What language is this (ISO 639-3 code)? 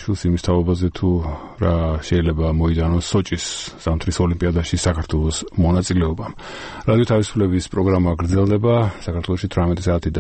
kat